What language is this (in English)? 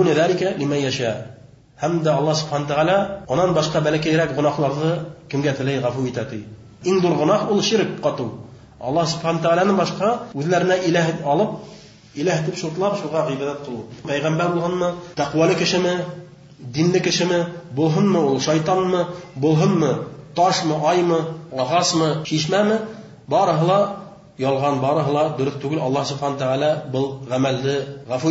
Bashkir